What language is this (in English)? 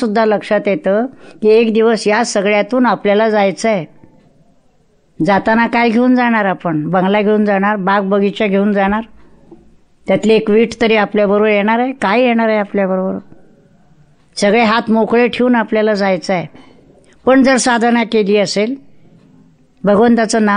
Marathi